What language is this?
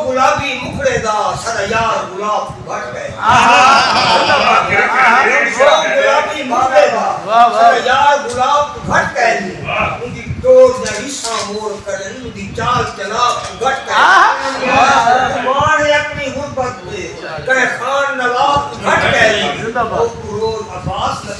Saraiki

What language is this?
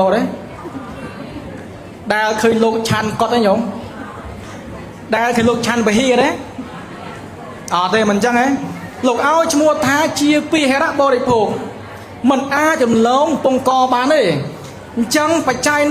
Khmer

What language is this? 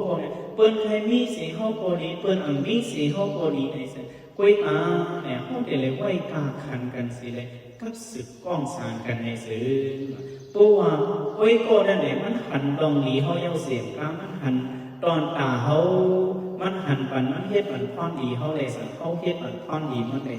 Shan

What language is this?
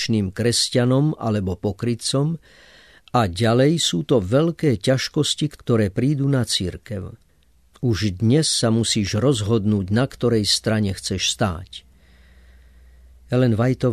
Slovak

